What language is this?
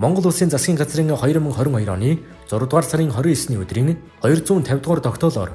Mongolian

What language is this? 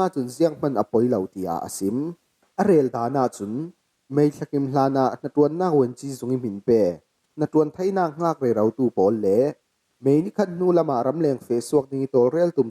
Falam Chin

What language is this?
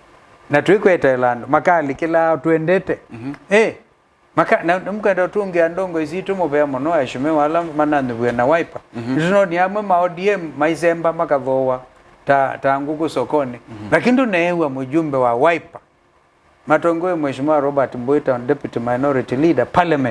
Kamba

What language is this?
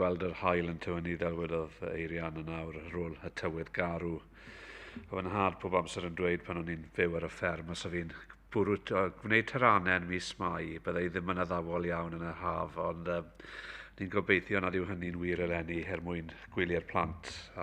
Welsh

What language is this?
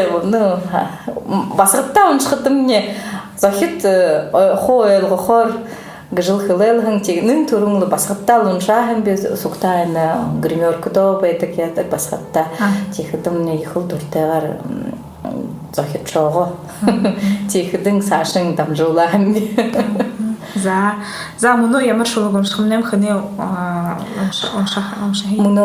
Buriat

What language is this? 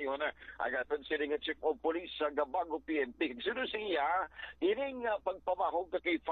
Hiligaynon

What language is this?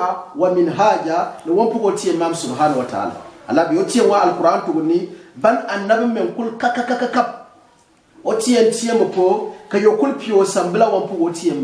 Gourmanchéma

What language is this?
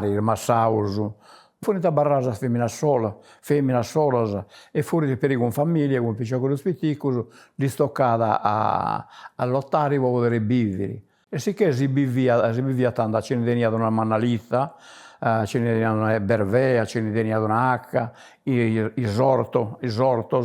Sardinian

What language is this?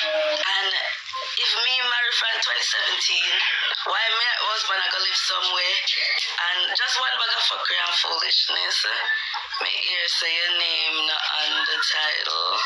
Jamaican Creole English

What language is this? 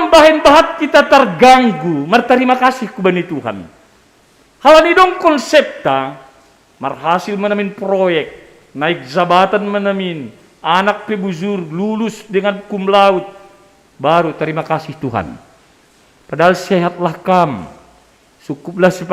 Batak Simalungun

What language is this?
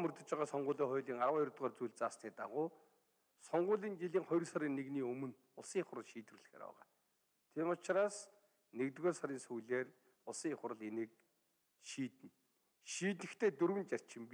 Mongolian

